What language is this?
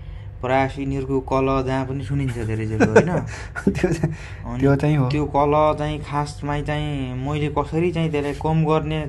Nepali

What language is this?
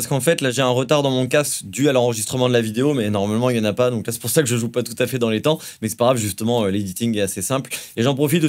French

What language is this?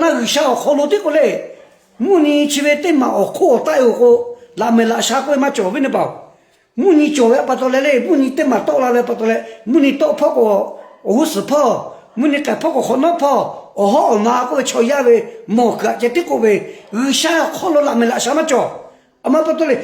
Lahu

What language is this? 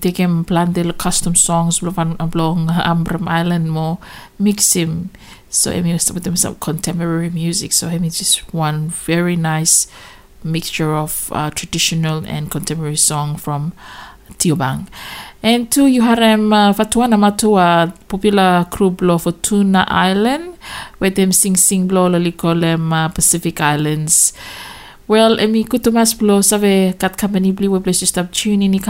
Bislama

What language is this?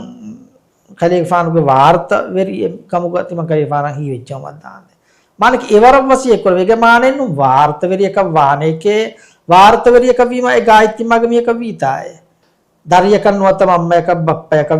Divehi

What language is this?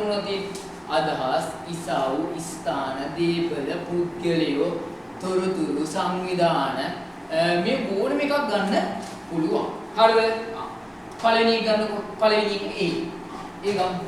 Sinhala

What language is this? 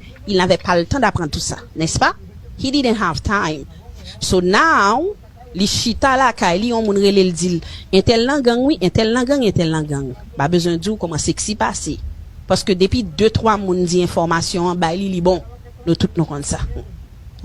Haitian Creole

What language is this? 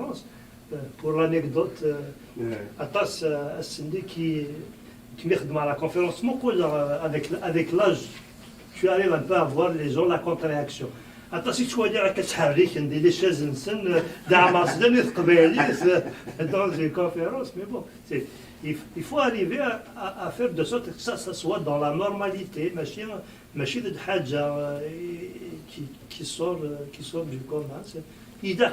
Kabyle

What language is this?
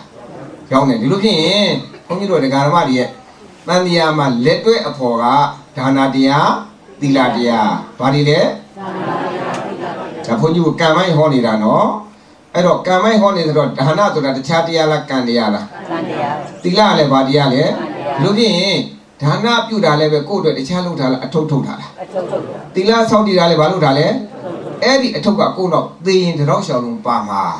Burmese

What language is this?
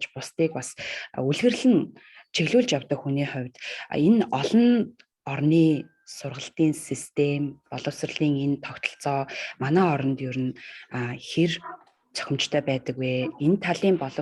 Mongolian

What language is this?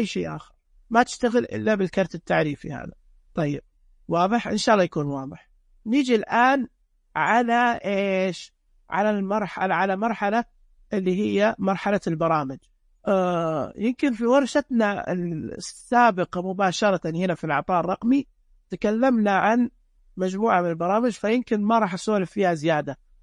Najdi Arabic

